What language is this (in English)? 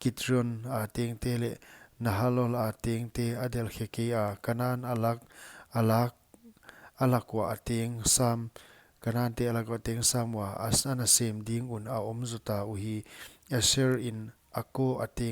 Paite Chin